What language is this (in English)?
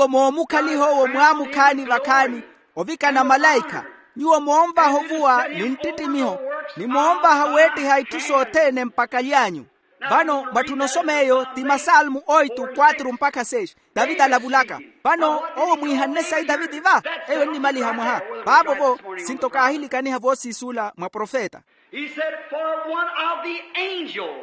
Makhuwa